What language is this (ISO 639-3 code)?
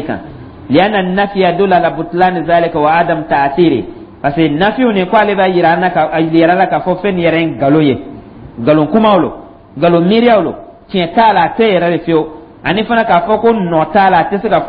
dyu